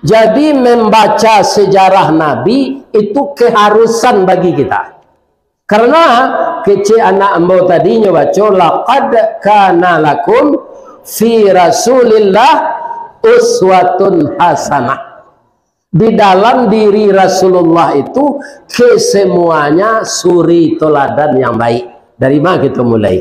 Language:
Minangkabau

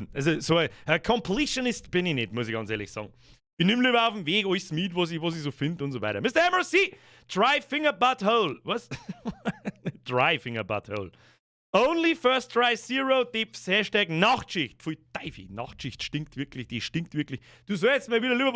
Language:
Bavarian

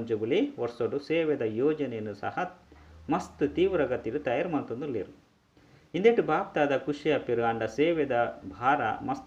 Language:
Tulu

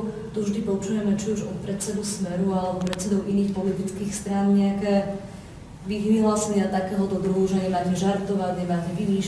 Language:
Slovak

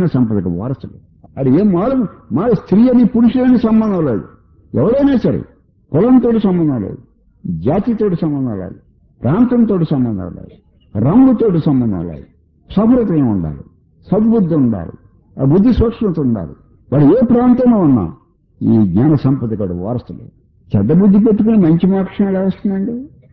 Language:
Telugu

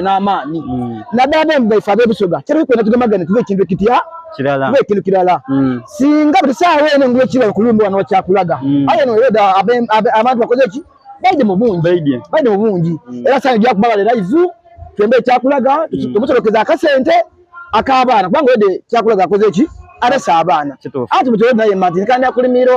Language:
Soga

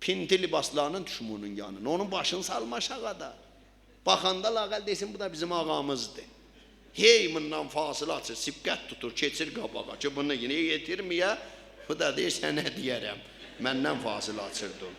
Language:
South Azerbaijani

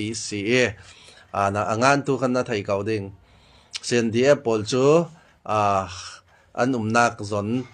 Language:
Falam Chin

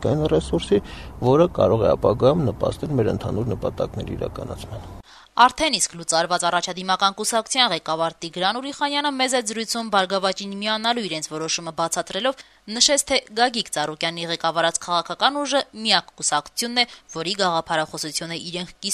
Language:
Armenian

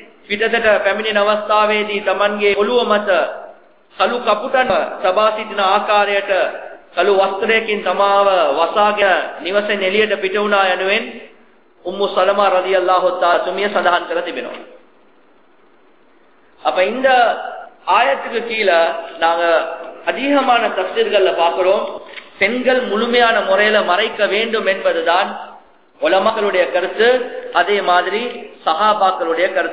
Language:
Tamil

